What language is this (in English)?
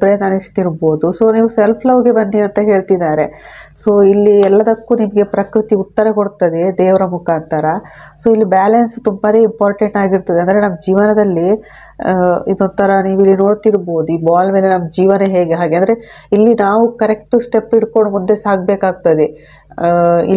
Kannada